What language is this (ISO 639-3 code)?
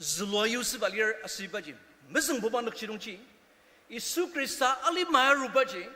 njo